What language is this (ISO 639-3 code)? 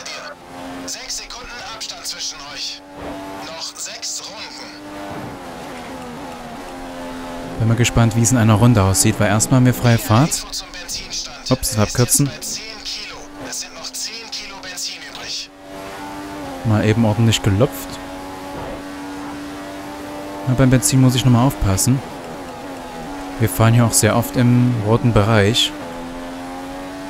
deu